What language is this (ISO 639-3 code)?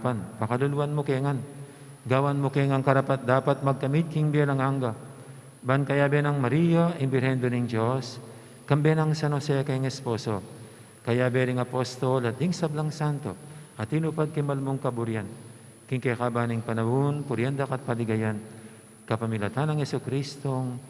pam